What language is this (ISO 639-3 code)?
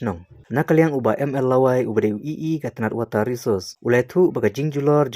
kha